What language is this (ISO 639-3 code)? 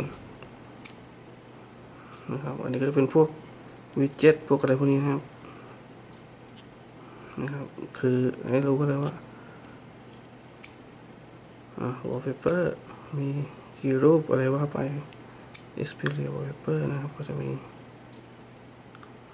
tha